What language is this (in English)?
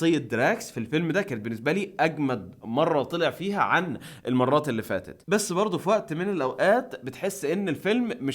Egyptian Arabic